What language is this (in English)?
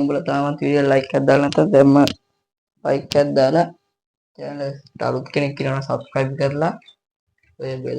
Sinhala